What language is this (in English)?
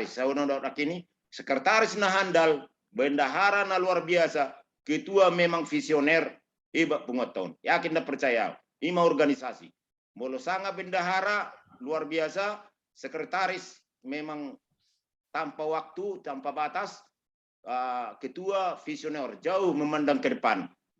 Batak Toba